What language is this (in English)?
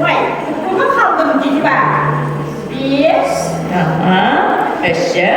Yakut